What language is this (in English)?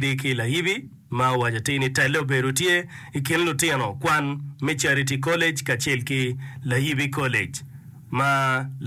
Acoli